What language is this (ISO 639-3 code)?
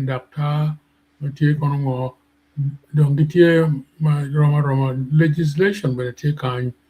ach